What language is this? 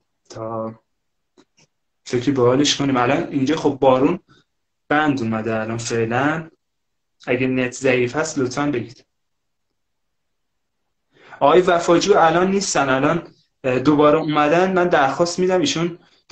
Persian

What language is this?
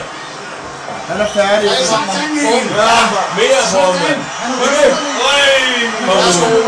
Danish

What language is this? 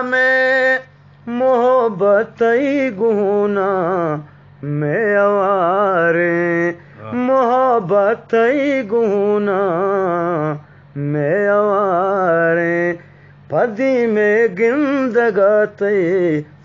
Eastern Balochi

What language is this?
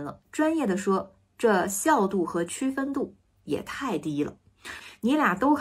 Chinese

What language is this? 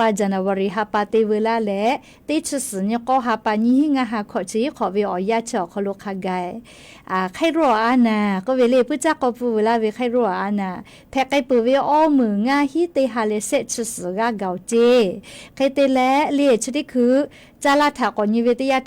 Lahu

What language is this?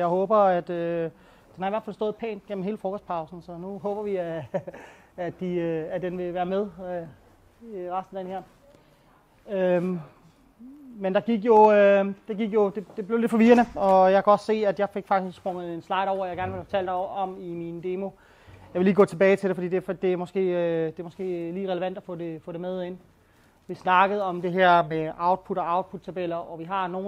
Danish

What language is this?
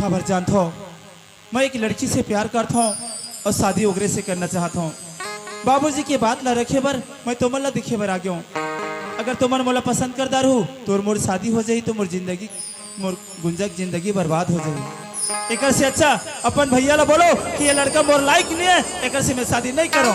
Chhattisgarhi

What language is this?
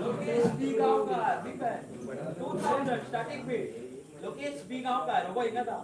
Konkani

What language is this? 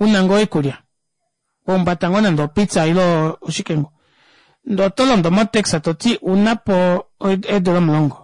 Kuanyama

